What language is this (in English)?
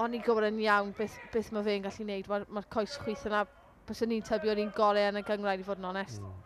Welsh